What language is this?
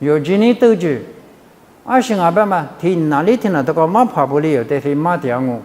Lisu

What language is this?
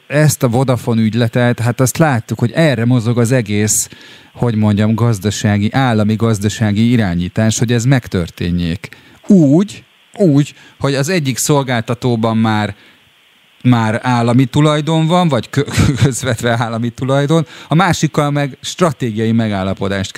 Hungarian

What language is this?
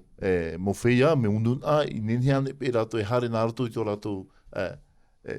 Tahitian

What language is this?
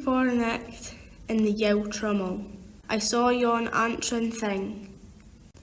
Scots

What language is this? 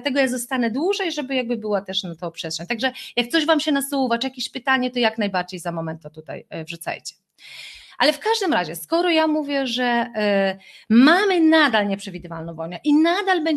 Polish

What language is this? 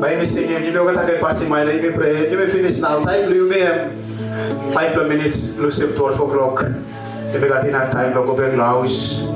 Tok Pisin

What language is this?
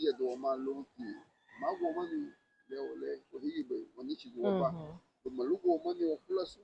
Garifuna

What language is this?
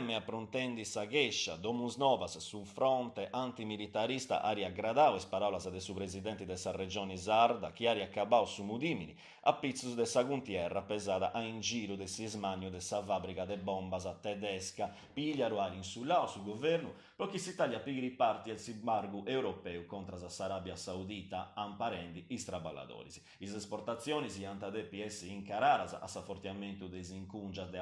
Sardinian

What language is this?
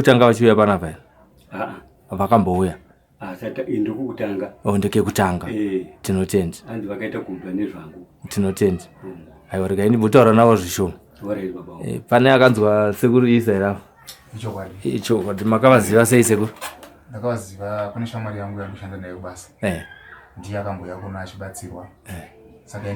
Shona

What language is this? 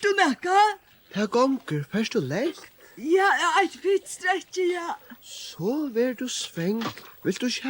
Faroese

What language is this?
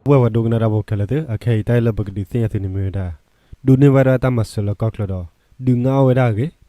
S'gaw Karen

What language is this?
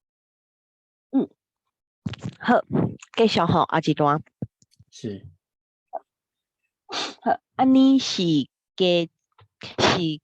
Min Nan Chinese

